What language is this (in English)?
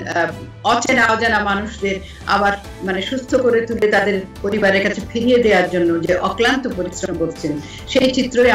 Bangla